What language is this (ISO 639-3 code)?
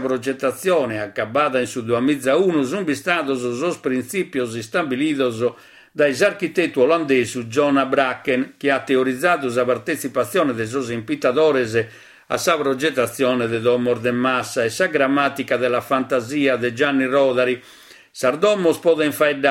srd